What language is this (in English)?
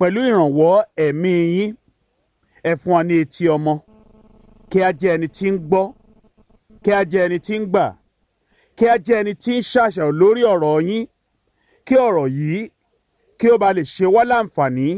Yoruba